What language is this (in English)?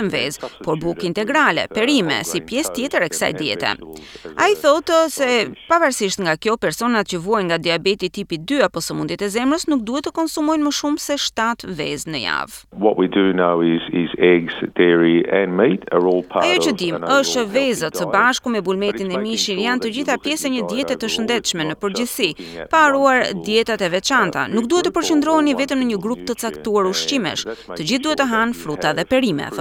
Albanian